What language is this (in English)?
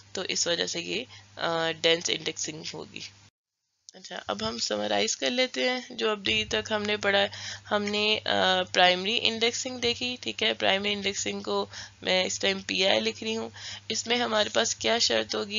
Urdu